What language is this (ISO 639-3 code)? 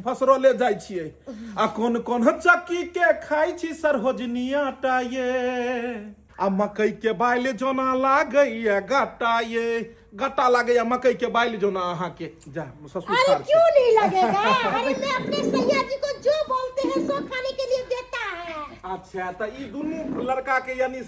mai